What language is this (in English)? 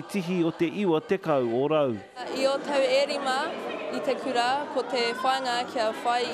Māori